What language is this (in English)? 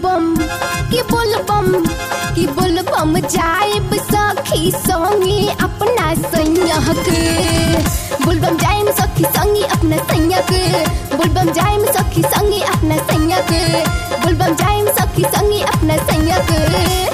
Bhojpuri